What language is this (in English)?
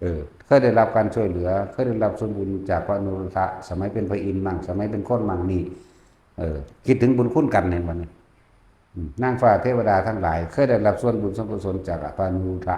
Northeastern Thai